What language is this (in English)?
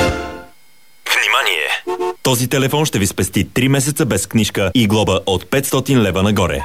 Bulgarian